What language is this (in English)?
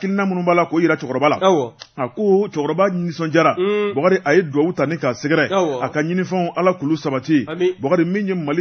Bambara